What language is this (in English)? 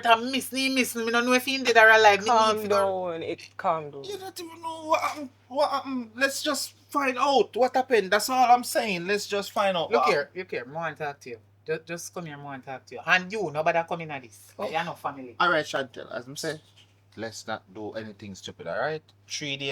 Jamaican Creole English